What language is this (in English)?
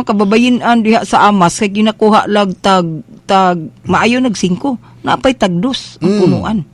Cebuano